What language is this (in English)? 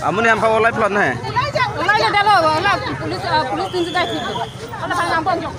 Karbi